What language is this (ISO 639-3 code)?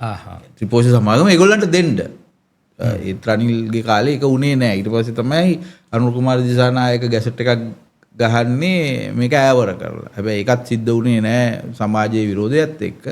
sin